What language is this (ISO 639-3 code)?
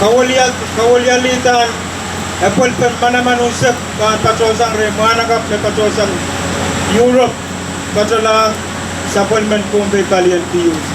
pon